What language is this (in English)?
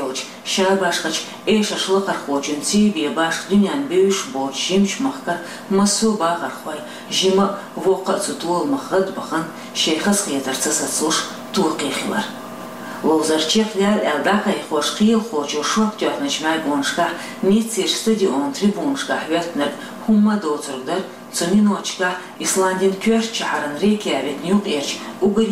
Chechen